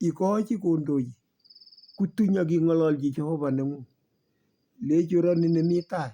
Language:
Kalenjin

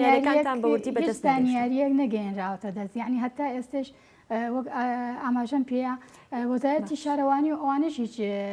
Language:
Central Kurdish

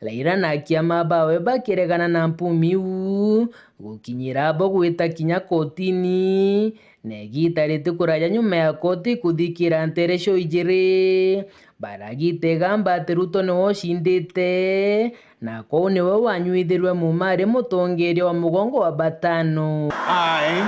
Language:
Meru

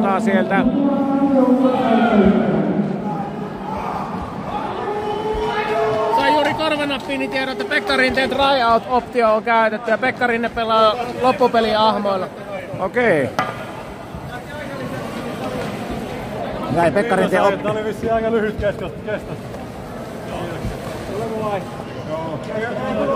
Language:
Finnish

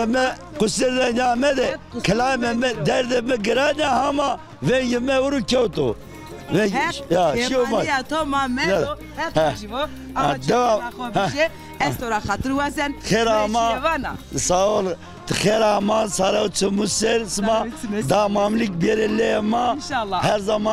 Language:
Zaza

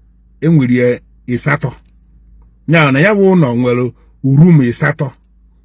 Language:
Igbo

